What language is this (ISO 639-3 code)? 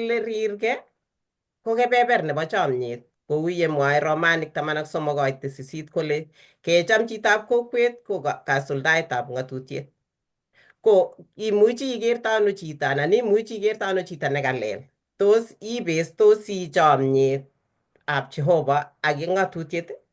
kln